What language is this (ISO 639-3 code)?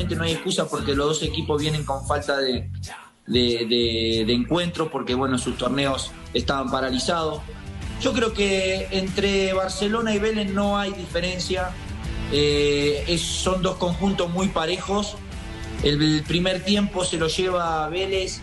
spa